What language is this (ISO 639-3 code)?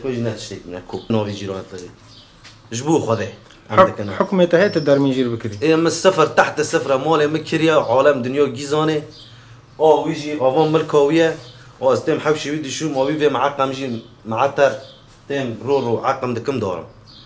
kur